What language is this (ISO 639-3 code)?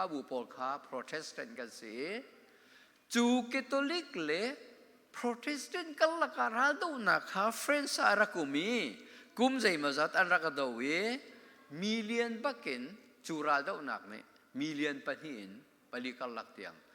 cnh